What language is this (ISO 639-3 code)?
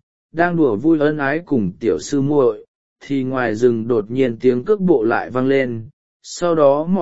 vie